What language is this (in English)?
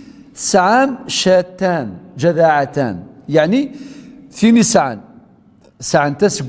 Kabyle